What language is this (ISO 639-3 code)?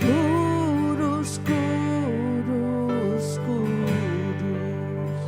iba